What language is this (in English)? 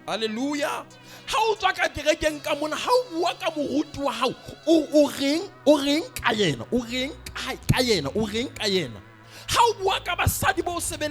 Southern Sotho